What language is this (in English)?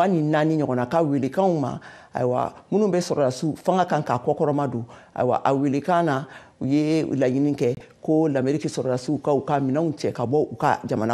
Bambara